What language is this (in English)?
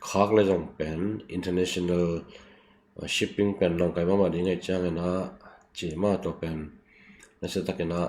Tedim Chin